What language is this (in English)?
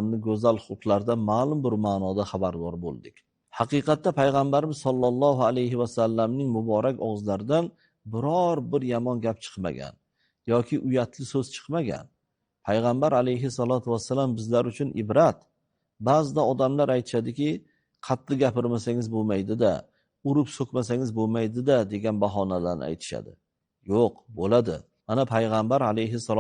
Uzbek